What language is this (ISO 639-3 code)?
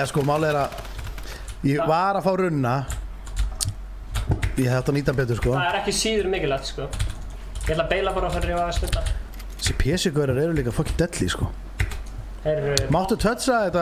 isl